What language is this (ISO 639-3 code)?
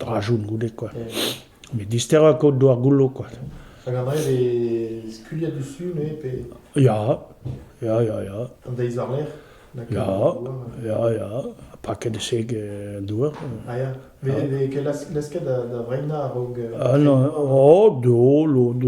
bre